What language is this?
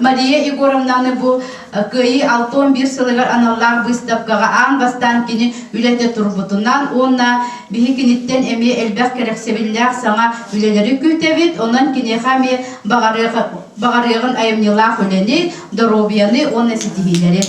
Yakut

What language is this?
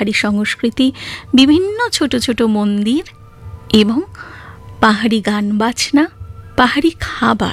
Bangla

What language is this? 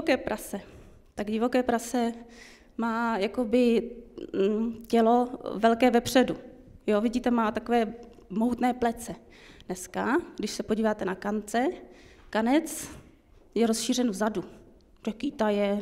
Czech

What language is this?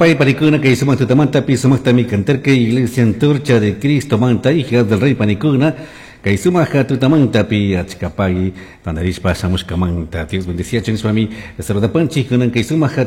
Chimborazo Highland Quichua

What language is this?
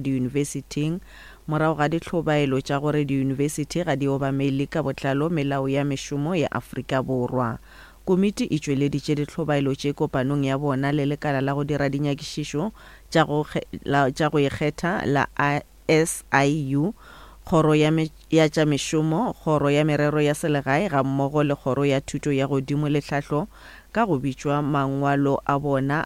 Northern Sotho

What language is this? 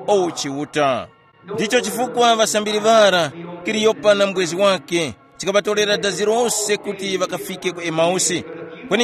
Tumbuka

